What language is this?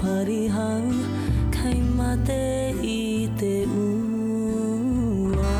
Māori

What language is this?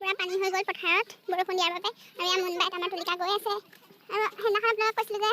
Assamese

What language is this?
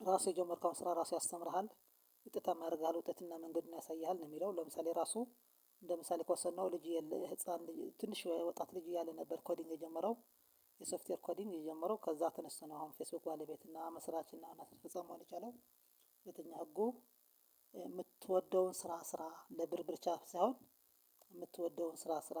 Amharic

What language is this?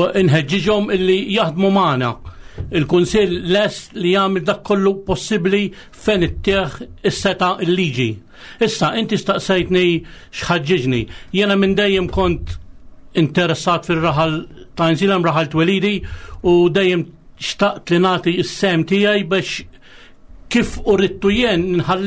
Maltese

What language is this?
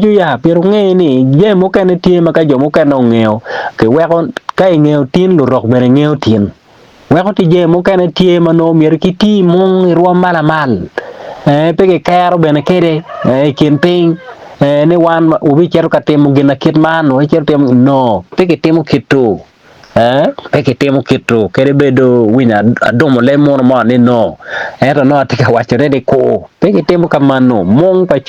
Acoli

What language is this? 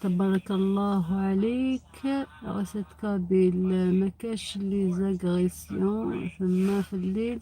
Algerian Arabic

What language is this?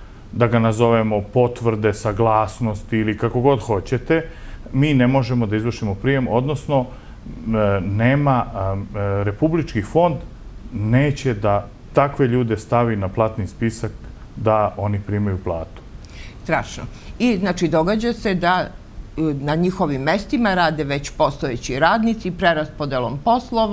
Serbian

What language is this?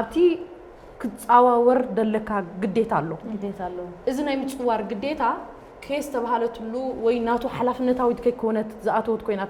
Tigrinya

